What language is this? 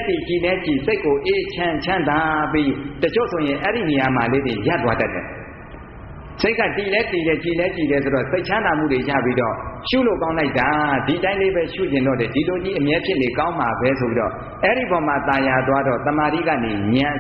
Burmese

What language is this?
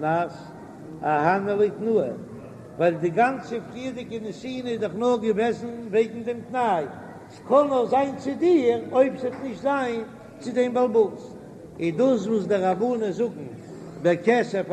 Yiddish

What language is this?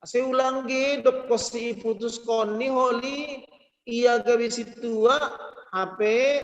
Batak Simalungun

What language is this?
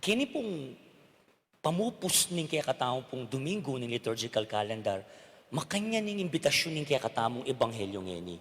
Pampanga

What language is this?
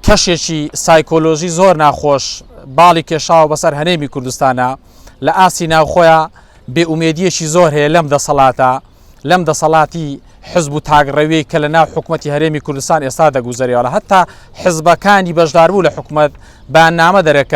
Central Kurdish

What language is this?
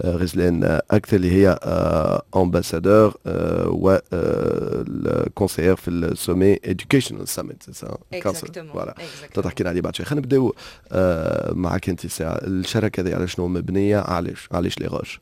Tunisian Arabic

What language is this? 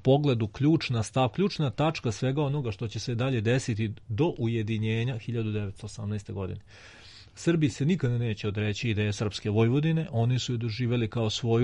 Serbian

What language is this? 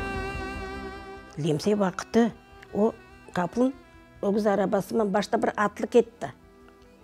Crimean Tatar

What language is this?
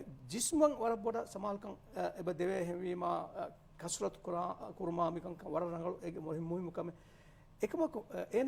Divehi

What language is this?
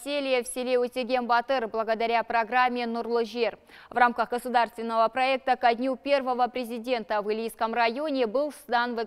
Russian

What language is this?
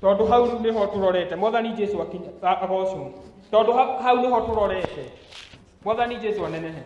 Kikuyu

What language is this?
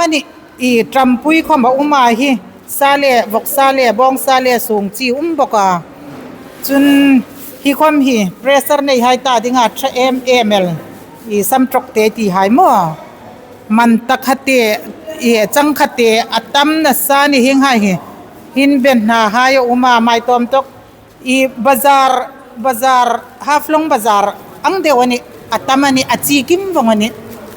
Hmar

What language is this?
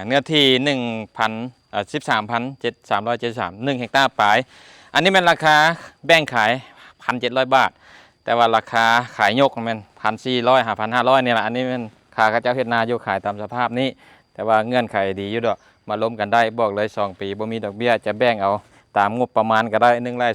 Lao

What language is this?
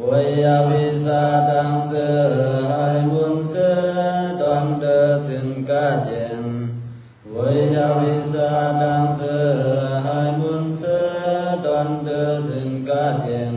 Shan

